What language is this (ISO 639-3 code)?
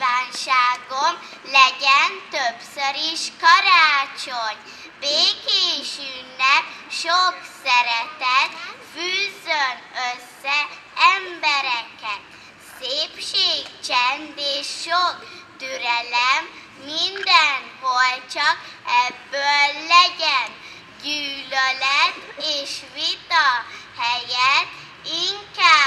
hun